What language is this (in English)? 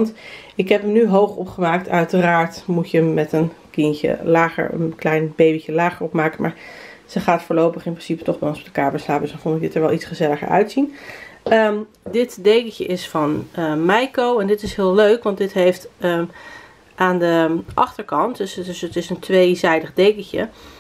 Dutch